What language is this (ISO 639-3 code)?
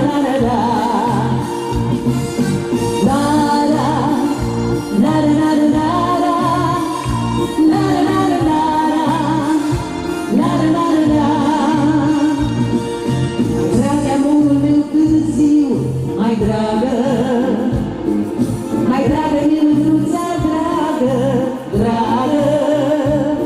ron